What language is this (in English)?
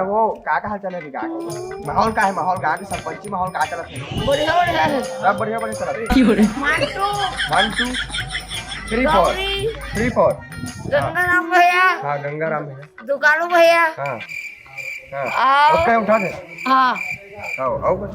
Chhattisgarhi